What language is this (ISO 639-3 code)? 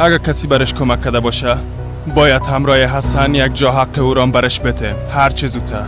fas